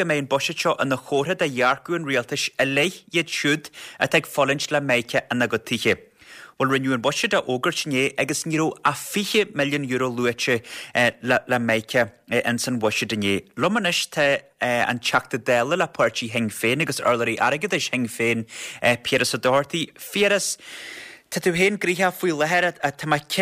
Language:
Irish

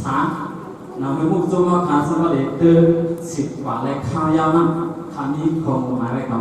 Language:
Shan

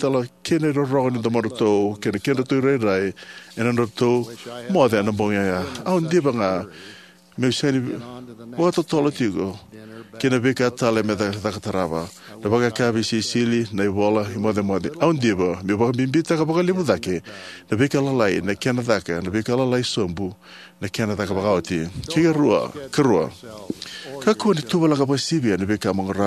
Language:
Fijian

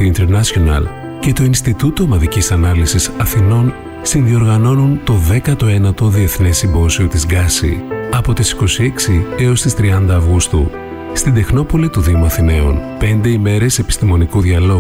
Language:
Greek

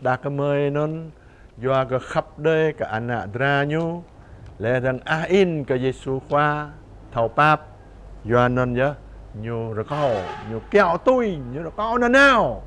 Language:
Jarai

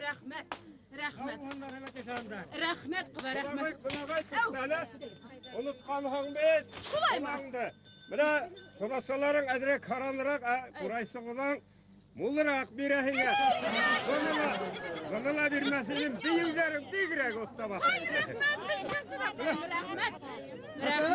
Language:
Bashkir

